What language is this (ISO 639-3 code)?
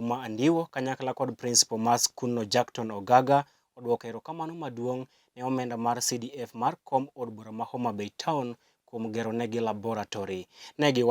luo